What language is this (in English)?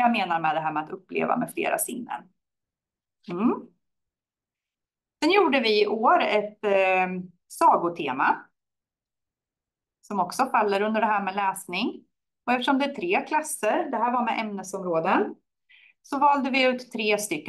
Swedish